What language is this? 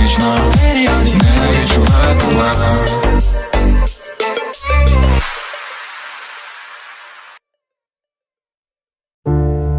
Ukrainian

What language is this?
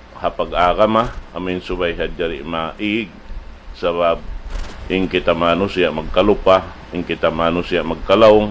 Tausug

